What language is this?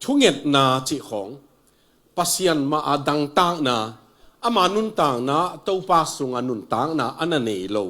Tedim Chin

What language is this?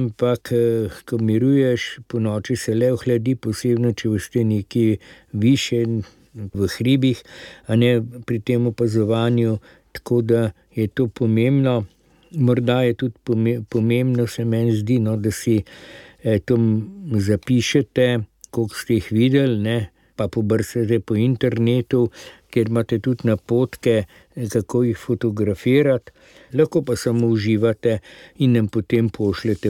Slovenian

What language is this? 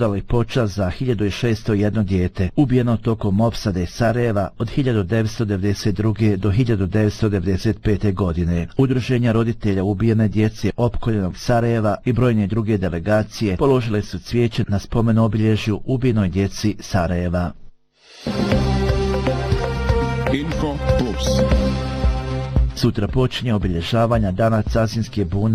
Bosnian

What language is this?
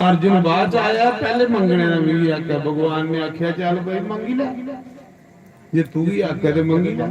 Dogri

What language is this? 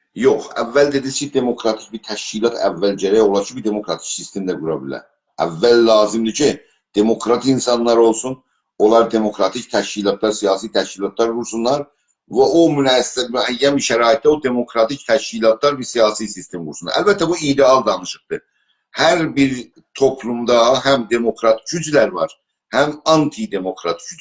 South Azerbaijani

